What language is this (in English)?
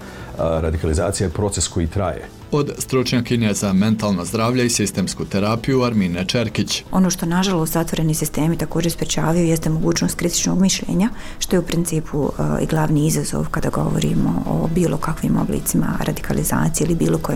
Bosnian